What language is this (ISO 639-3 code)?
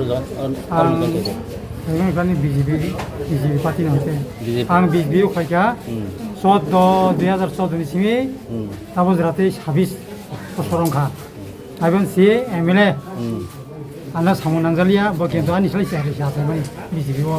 trp